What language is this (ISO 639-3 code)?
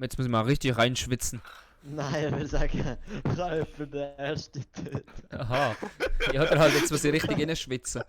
gsw